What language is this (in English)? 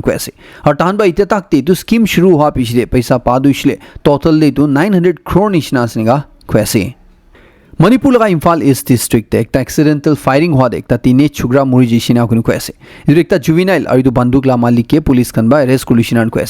Naga Pidgin